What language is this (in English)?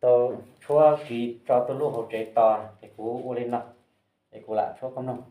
Hmong